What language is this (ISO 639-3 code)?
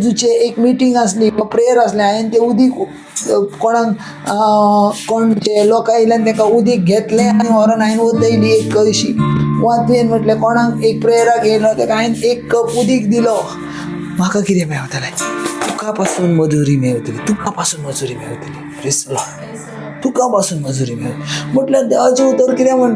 kok